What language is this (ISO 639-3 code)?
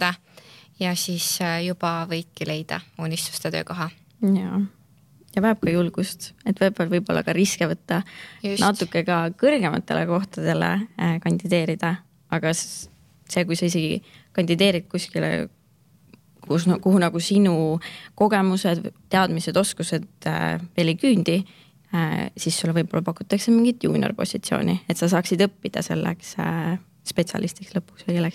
est